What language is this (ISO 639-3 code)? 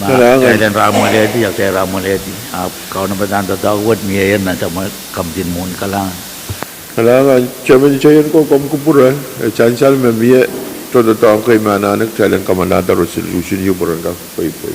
pon